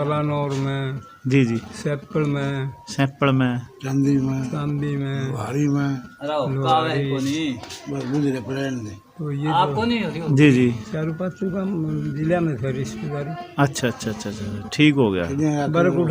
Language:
Haryanvi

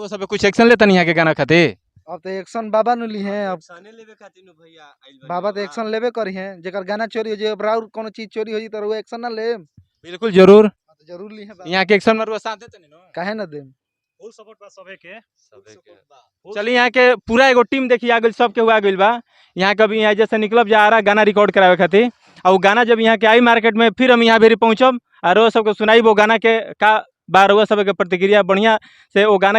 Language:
Bhojpuri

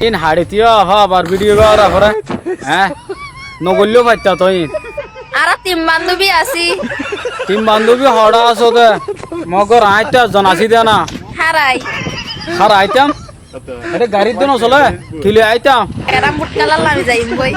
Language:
Rohingya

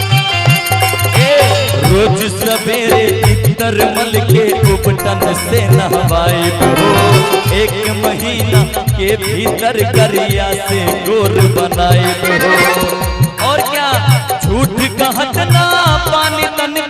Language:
Maithili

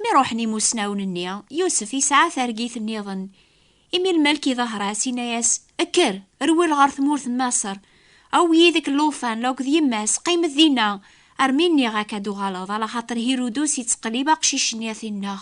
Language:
Kabyle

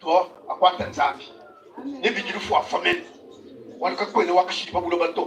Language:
Luba-Lulua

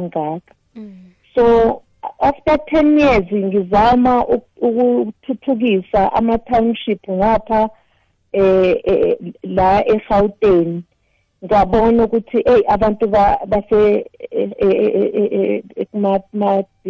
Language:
South Ndebele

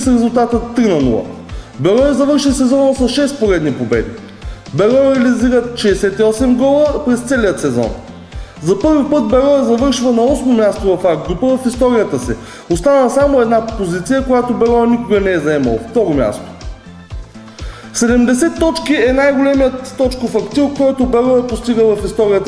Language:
Bulgarian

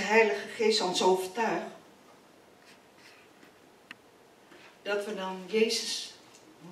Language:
Dutch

